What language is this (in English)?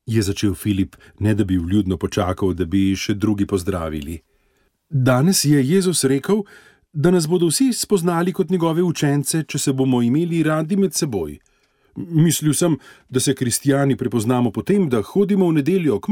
Slovenian